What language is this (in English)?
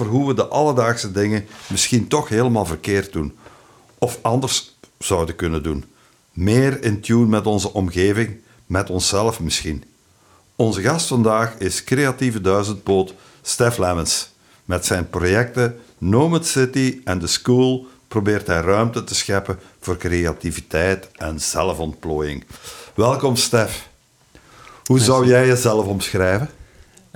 Dutch